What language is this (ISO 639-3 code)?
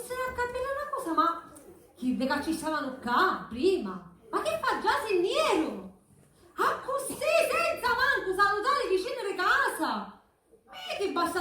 scn